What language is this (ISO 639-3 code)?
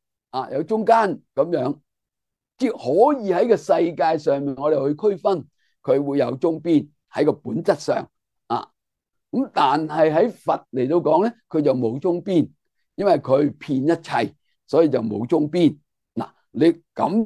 yue